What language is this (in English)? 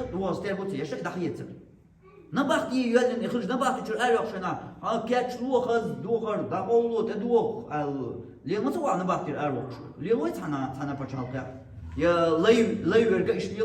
Chechen